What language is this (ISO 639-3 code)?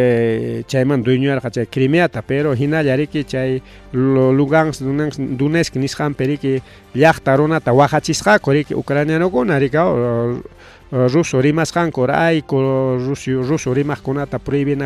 quy